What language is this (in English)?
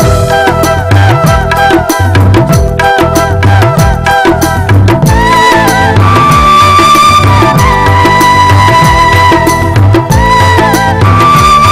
Malayalam